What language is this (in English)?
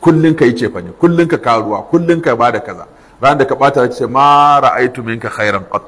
Hausa